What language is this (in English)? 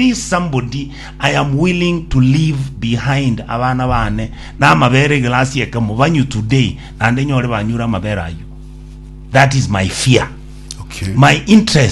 Gusii